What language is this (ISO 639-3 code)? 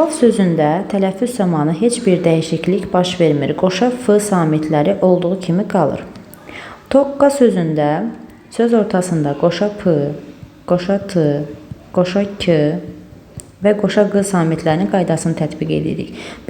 aze